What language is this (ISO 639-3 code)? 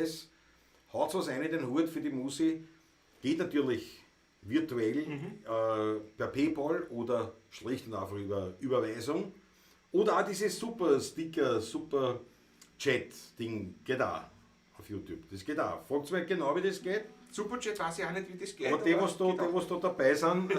bar